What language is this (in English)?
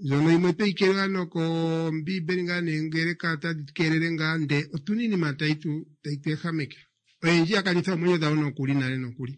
Kuanyama